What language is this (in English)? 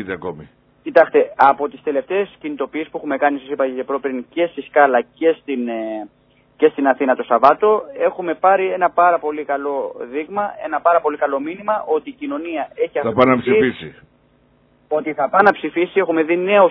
Greek